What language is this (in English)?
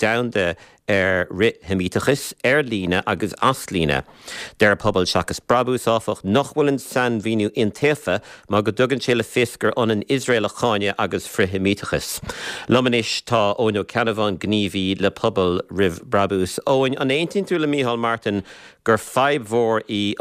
Irish